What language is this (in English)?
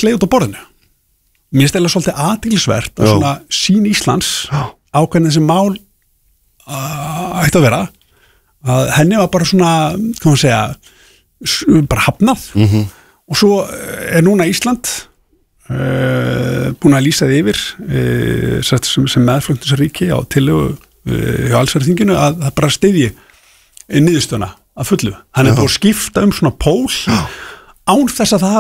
Icelandic